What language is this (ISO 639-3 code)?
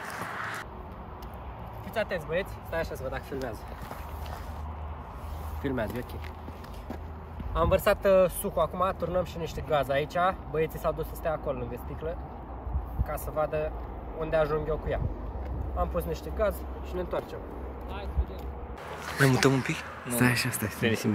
ron